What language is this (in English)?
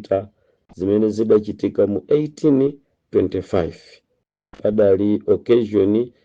Nyanja